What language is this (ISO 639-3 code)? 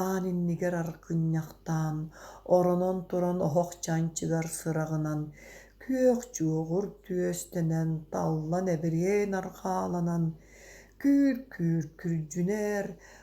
sah